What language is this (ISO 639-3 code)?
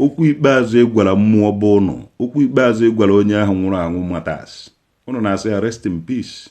ibo